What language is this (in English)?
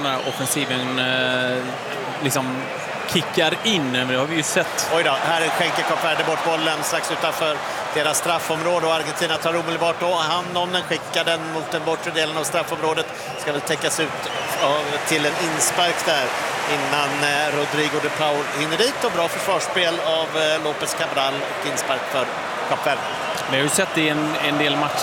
Swedish